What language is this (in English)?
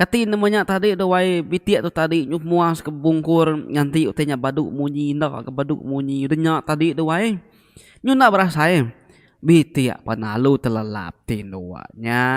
Iban